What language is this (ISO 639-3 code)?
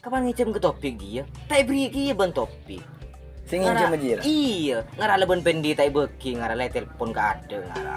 mad